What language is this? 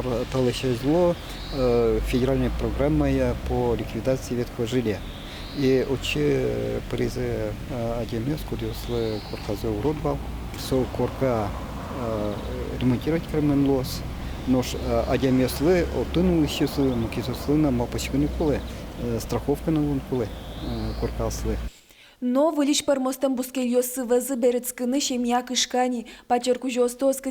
Udmurt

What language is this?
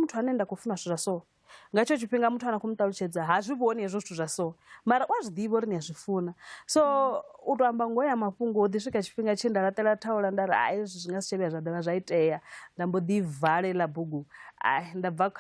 Venda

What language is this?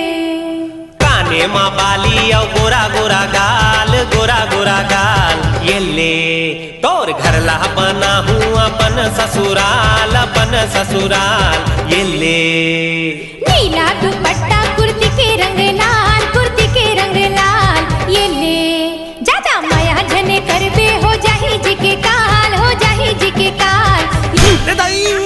Chhattisgarhi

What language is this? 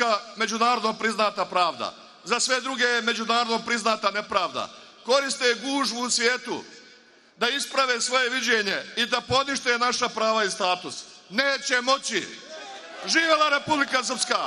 Serbian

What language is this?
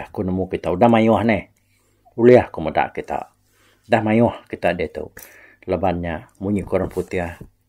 Iban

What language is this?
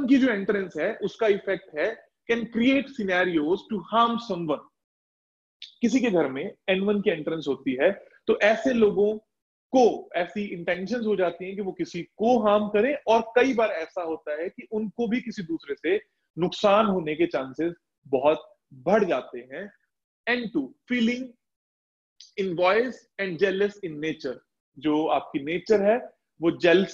Hindi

